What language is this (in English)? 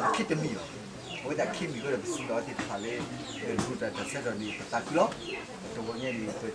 S'gaw Karen